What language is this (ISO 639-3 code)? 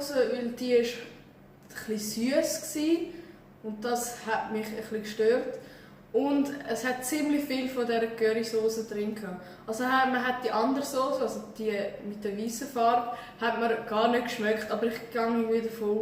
gsw